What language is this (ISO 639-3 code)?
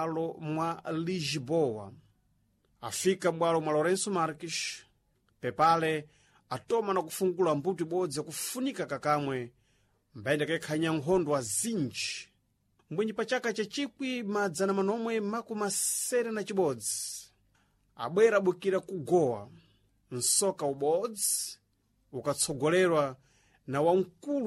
seh